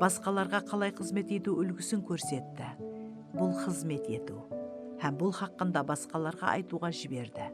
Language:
Kara-Kalpak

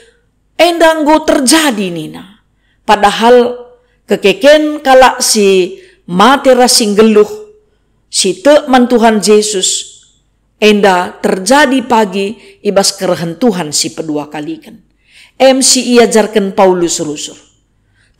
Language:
Batak Karo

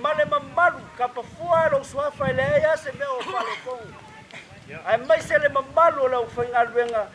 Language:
Samoan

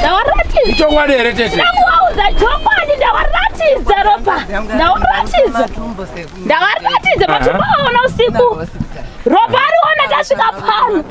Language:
Shona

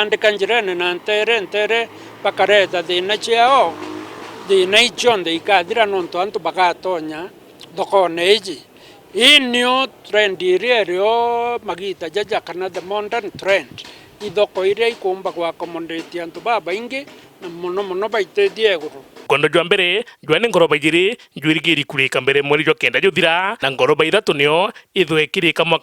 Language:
Meru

